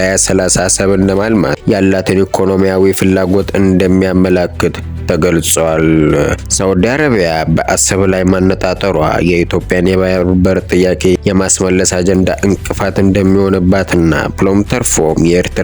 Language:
Amharic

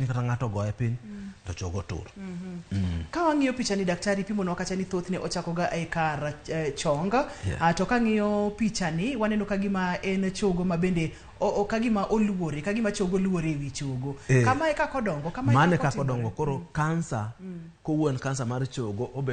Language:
Luo (Kenya and Tanzania)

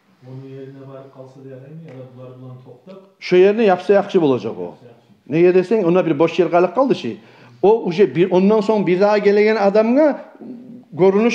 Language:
Kumyk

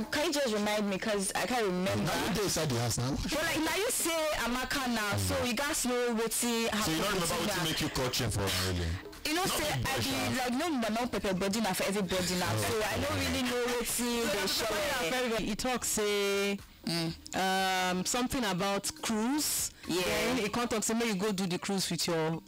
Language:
Nigerian Pidgin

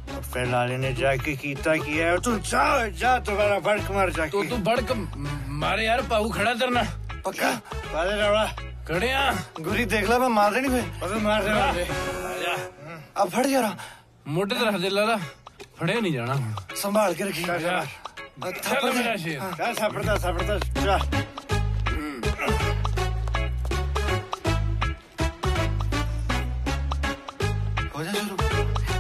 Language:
Punjabi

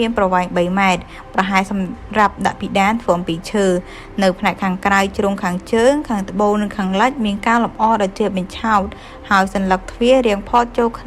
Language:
Khmer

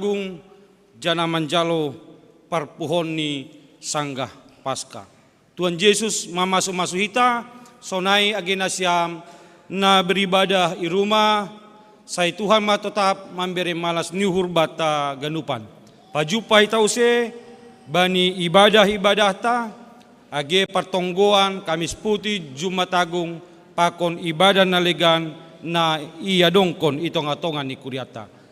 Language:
Batak Simalungun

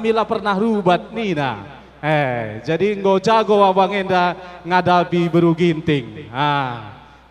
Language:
Batak Karo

